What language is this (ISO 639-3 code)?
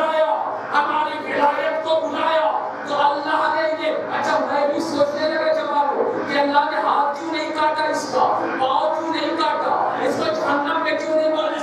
urd